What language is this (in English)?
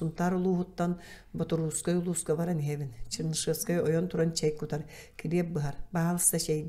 Yakut